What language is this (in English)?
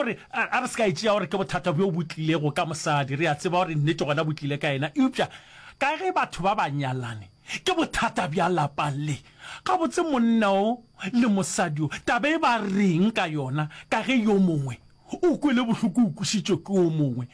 Northern Sotho